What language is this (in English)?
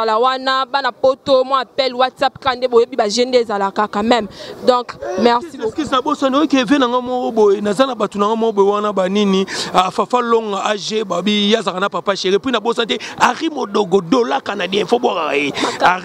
Lingala